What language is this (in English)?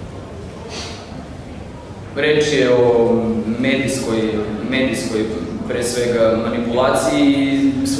Serbian